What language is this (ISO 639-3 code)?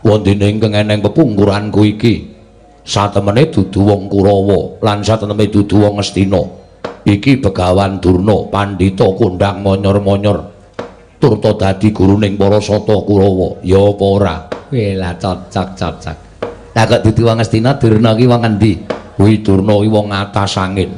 jav